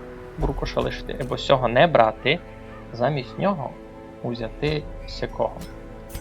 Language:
Rusyn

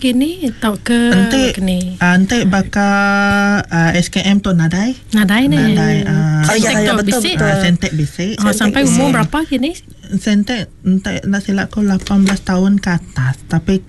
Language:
Malay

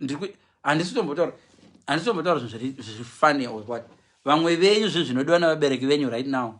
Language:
Shona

